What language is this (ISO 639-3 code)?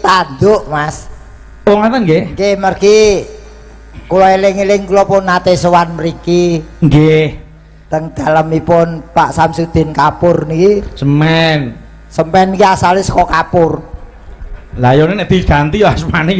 jav